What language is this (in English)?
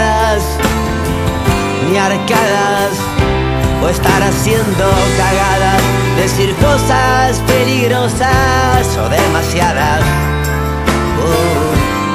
Spanish